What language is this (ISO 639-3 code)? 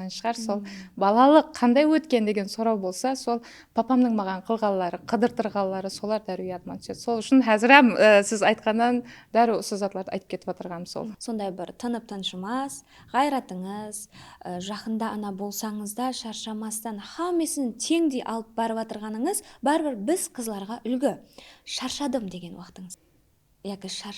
kaa